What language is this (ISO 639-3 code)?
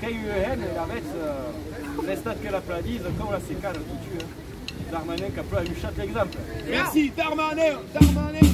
oci